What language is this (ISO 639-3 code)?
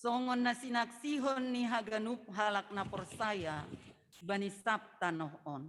bts